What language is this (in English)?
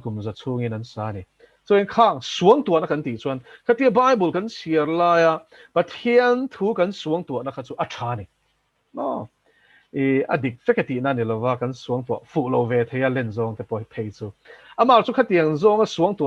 Mizo